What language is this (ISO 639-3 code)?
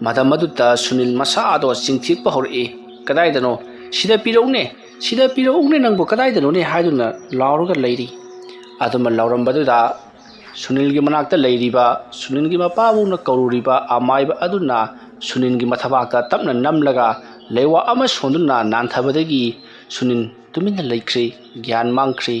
mni